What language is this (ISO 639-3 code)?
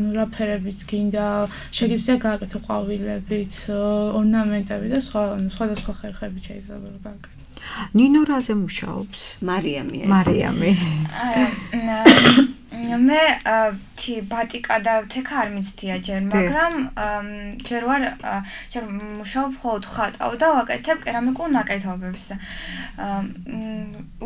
kat